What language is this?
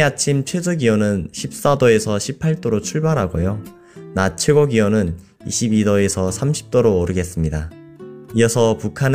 Korean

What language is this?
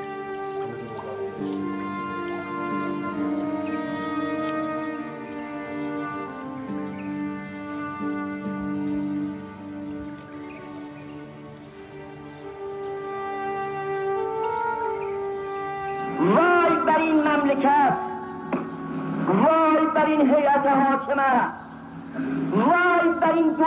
Persian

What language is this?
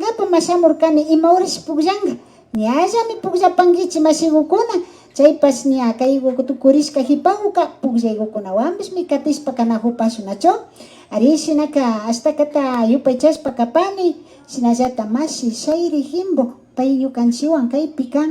Imbabura Highland Quichua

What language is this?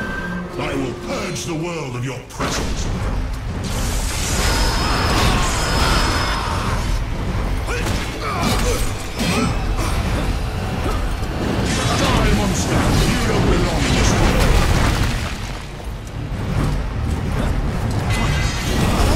English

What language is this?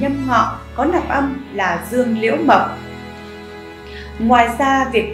Vietnamese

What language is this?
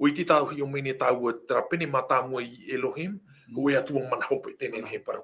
Tahitian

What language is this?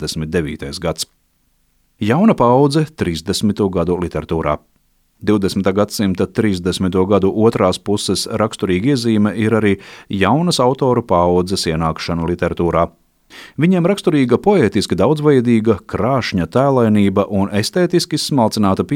Latvian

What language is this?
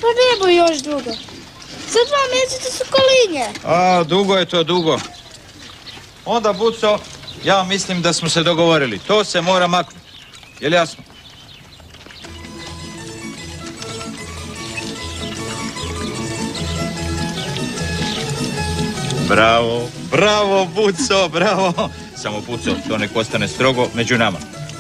Croatian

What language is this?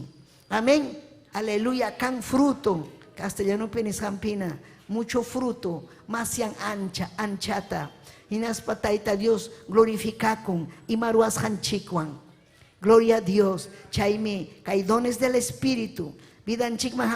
Ayacucho Quechua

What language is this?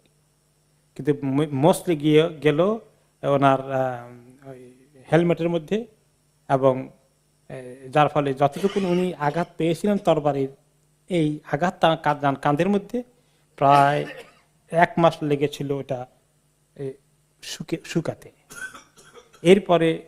Bangla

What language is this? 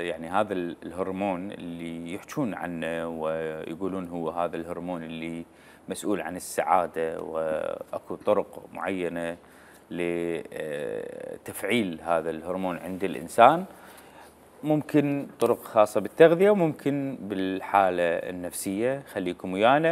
Mesopotamian Arabic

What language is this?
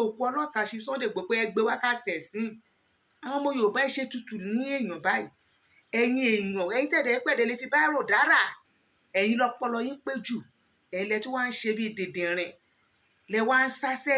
Yoruba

